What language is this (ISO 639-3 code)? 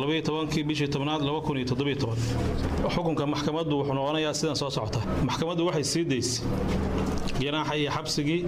som